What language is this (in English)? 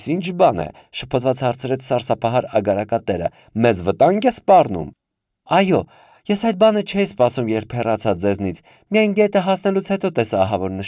Armenian